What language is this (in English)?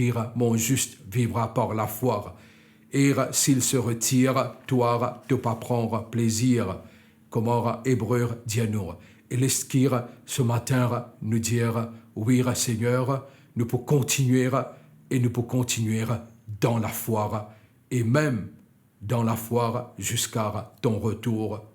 Morisyen